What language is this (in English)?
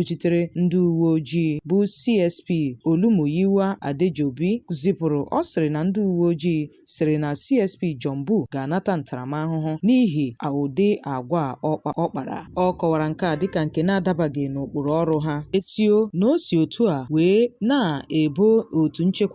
Igbo